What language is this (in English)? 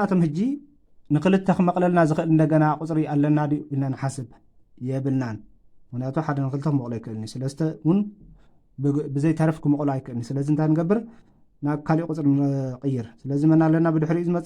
Tigrinya